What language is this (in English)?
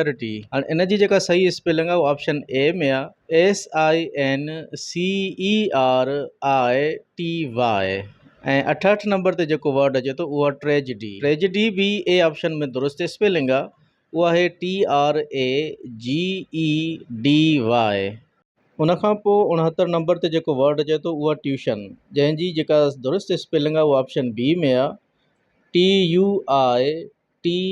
Sindhi